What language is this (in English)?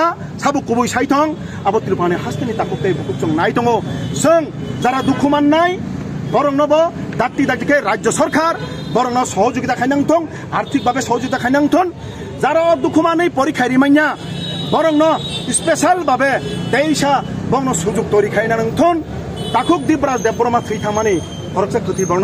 Kok Borok